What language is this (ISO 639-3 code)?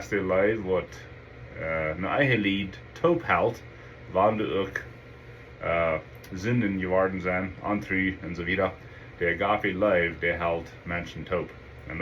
pdt